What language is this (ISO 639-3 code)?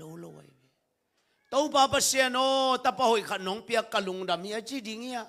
ctd